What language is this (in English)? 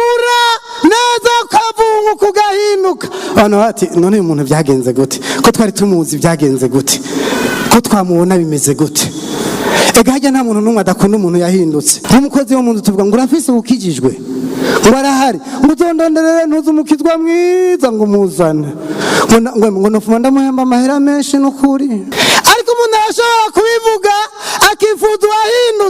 Rundi